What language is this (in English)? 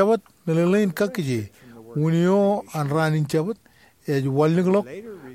Marshallese